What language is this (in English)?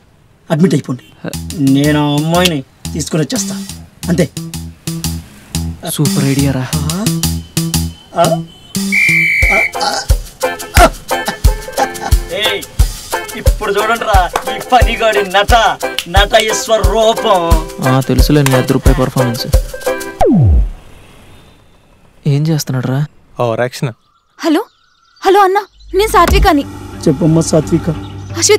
Telugu